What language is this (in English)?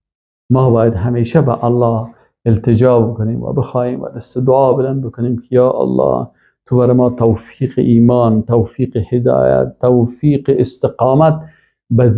Persian